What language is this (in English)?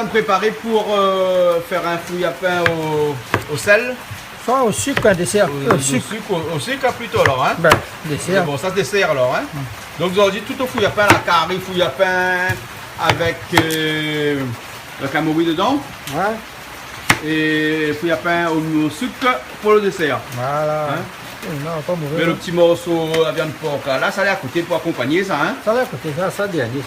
Réunion Creole French